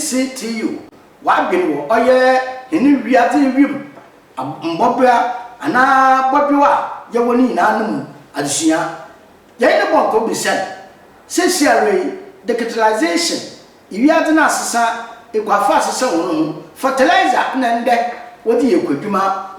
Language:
Akan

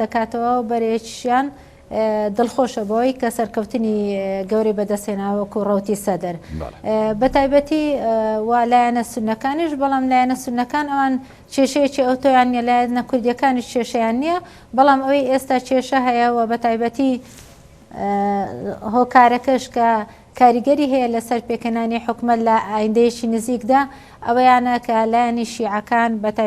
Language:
Central Kurdish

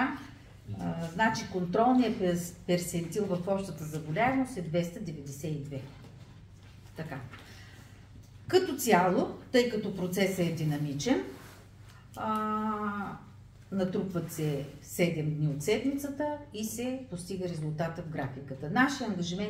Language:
Bulgarian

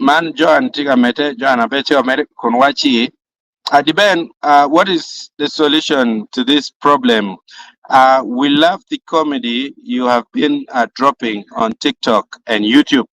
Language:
Acoli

